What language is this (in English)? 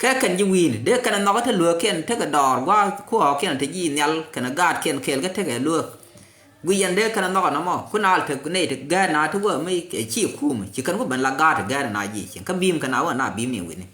Nuer